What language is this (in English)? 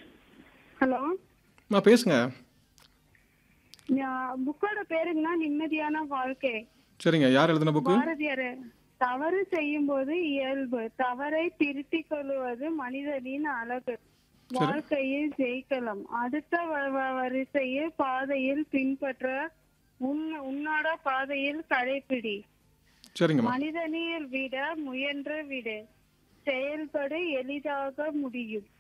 Tamil